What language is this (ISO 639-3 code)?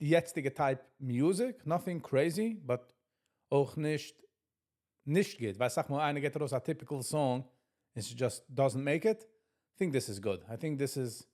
yid